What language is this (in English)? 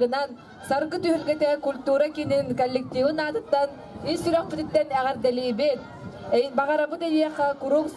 Yakut